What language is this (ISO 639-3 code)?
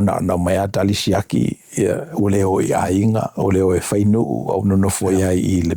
smo